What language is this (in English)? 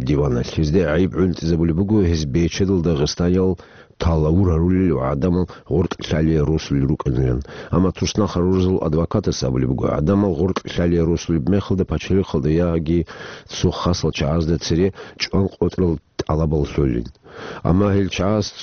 Avaric